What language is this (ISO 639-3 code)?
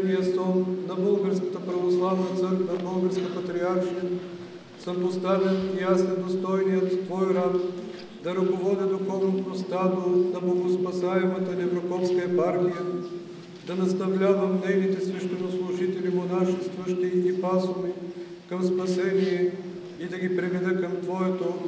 bul